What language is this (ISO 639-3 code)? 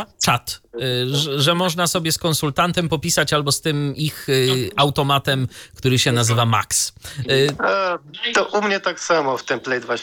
pol